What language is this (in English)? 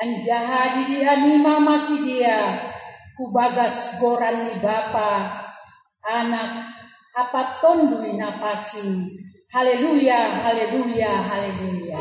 Batak Simalungun